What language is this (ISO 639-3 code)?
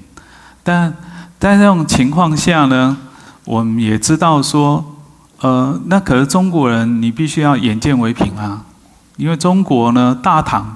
zho